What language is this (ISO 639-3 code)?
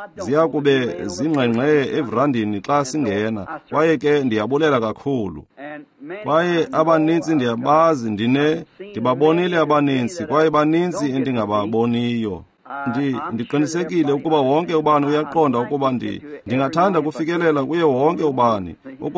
xho